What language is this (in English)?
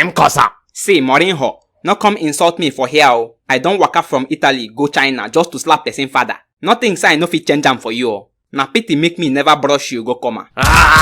Nigerian Pidgin